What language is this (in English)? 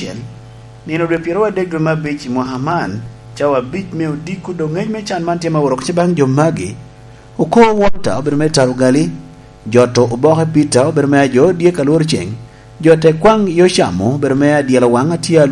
Lango (Uganda)